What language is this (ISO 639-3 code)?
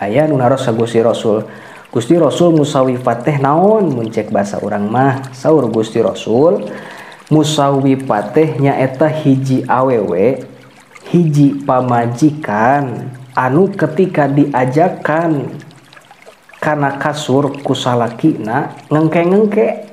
sun